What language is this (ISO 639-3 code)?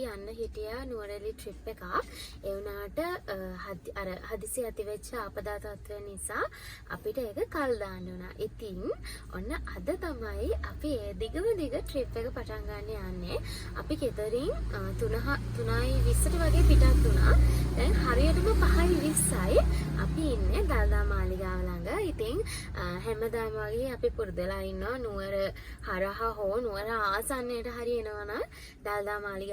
sin